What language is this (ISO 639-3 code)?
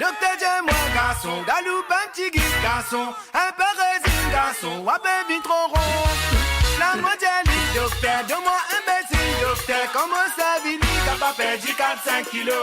mfe